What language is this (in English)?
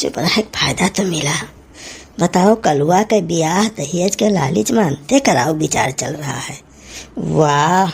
Awadhi